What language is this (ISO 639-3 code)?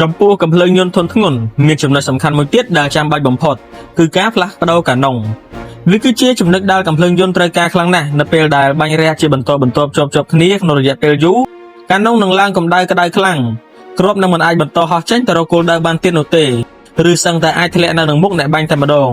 khm